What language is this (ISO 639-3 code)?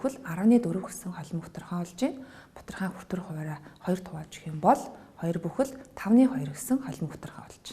mon